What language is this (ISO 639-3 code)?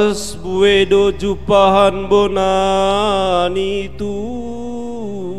bts